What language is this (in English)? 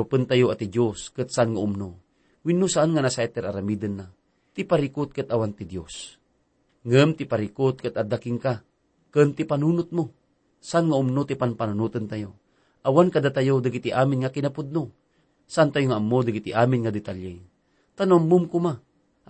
Iloko